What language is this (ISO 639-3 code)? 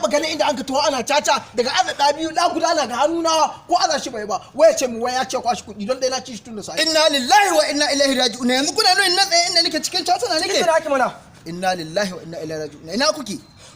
hau